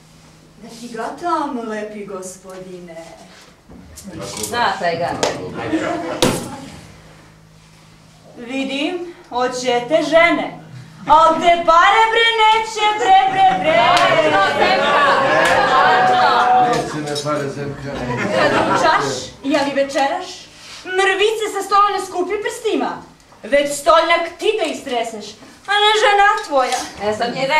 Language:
Serbian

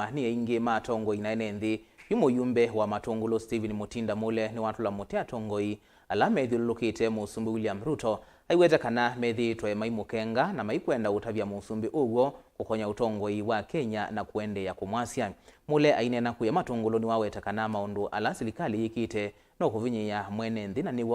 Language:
Kamba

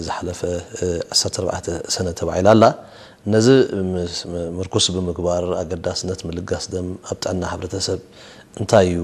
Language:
Tigrinya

